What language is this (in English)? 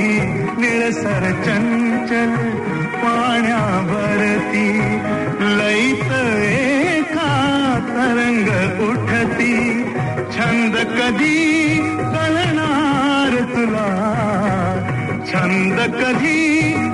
Marathi